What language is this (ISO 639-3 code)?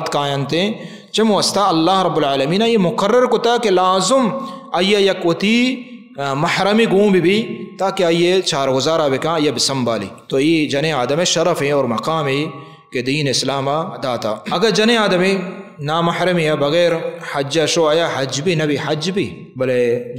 bal